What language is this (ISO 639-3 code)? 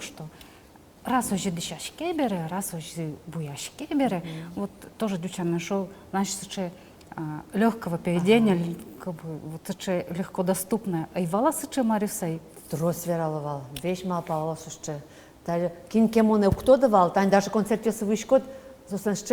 udm